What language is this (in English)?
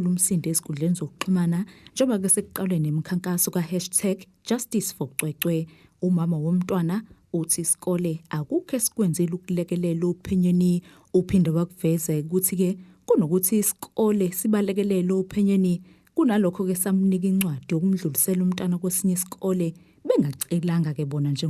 Zulu